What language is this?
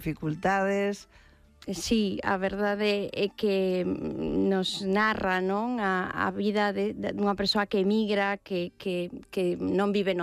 Galician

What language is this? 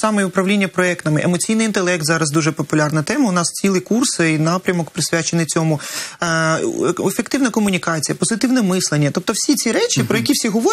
Ukrainian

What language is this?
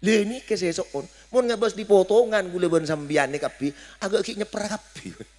Madurese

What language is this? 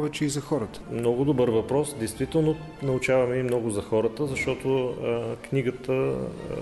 Bulgarian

